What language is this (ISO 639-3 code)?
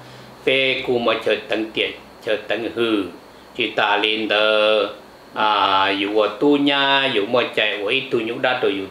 vie